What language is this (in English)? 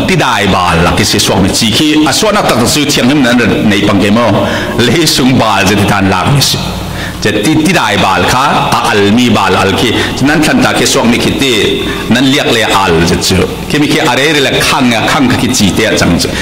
Falam Chin